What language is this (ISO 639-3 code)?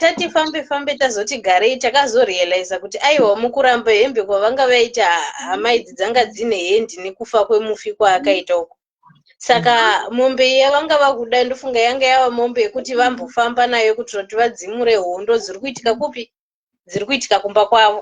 sna